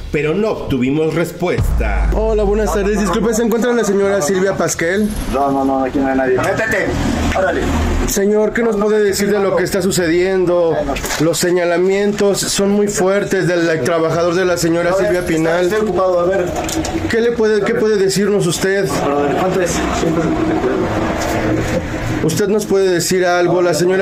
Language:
Spanish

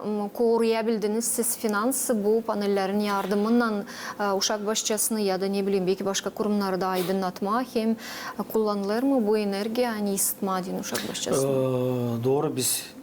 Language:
Gagauz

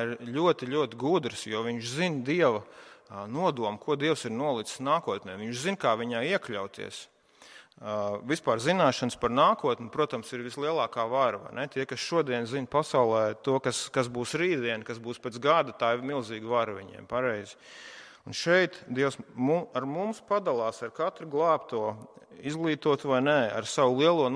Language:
Latvian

